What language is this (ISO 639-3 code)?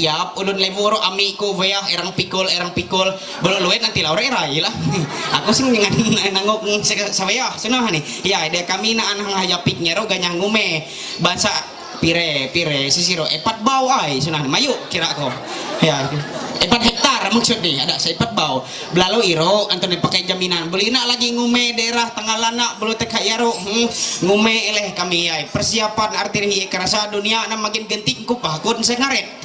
mhy